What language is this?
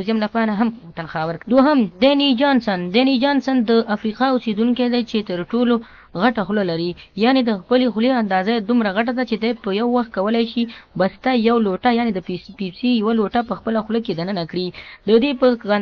Pashto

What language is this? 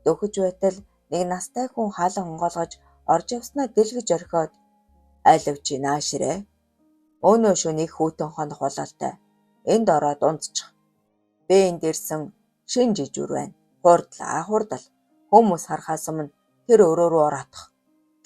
Mongolian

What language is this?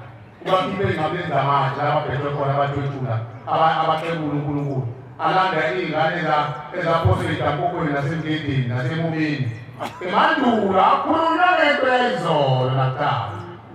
Zulu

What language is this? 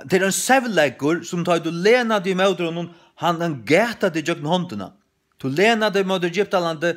Faroese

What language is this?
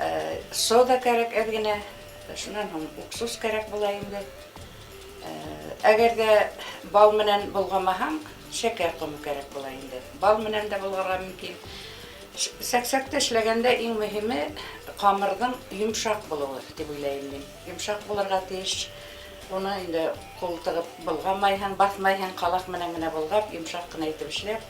Bashkir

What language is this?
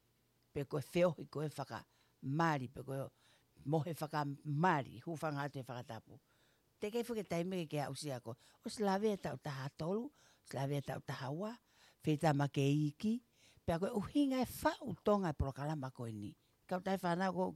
Tongan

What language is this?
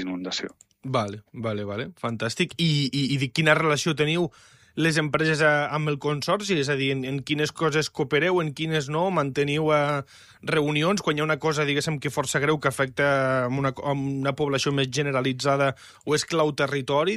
Catalan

